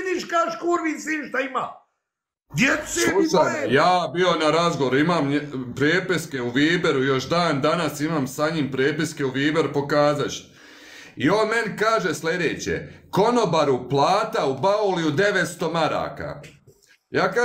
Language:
Bosnian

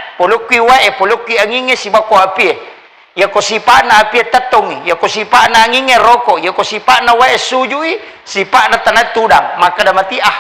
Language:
Buginese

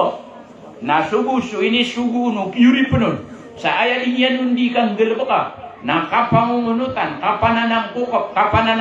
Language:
Maranao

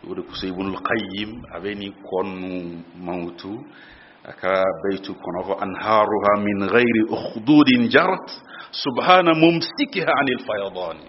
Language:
Bambara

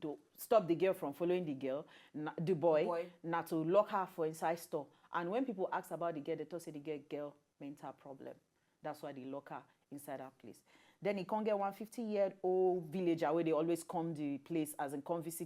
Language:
Nigerian Pidgin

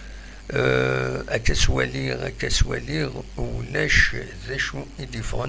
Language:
Kabyle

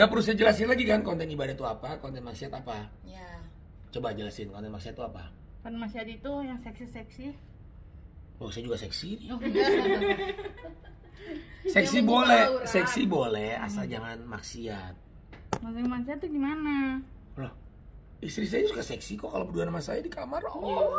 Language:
Indonesian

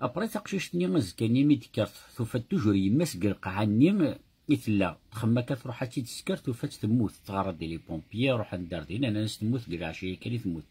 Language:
Kabyle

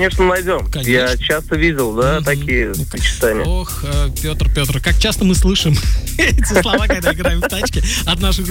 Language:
Russian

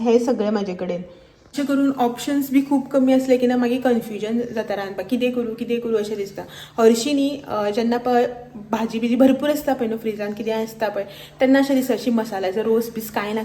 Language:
Konkani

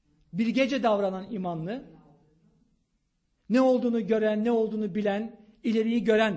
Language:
Turkish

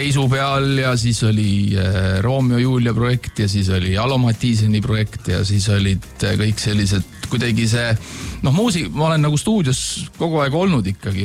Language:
Estonian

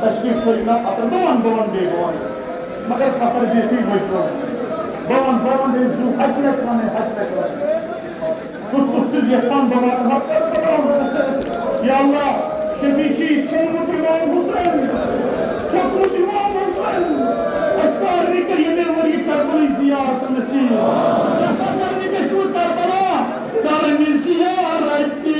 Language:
Kashmiri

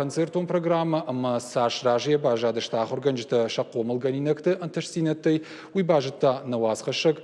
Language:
Ossetic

